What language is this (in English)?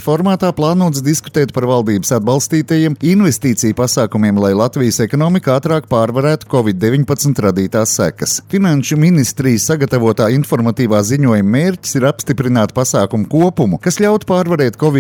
Latvian